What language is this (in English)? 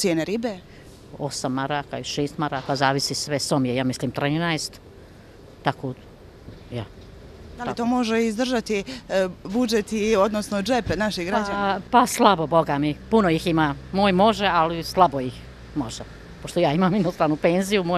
Bosnian